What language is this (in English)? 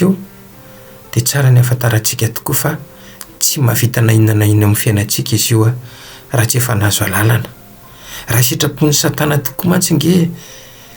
Malagasy